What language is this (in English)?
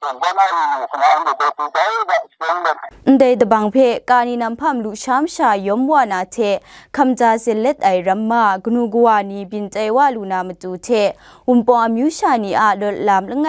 Kachin